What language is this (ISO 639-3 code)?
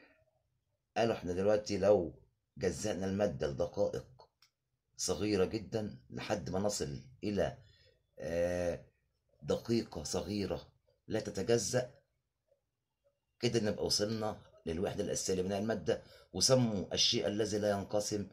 arz